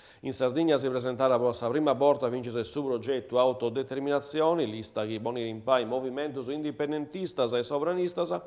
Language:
Sardinian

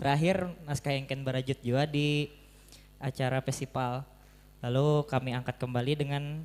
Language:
Banjar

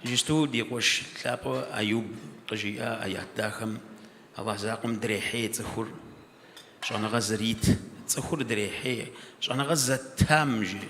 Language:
Kabardian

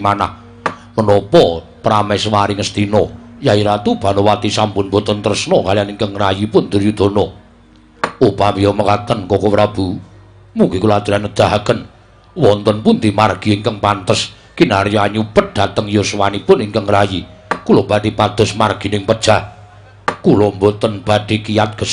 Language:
Javanese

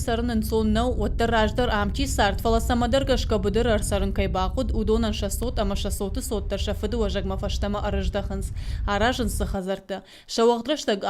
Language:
Ossetic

